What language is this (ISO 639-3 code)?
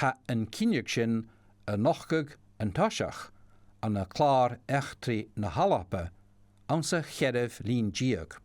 gla